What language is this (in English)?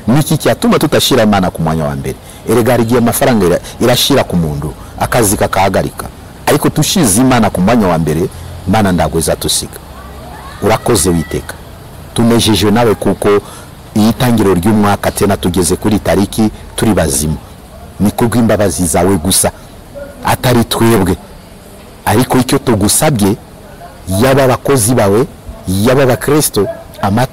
Kinyarwanda